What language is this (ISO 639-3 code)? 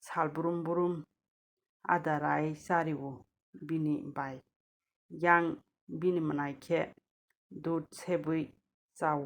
trp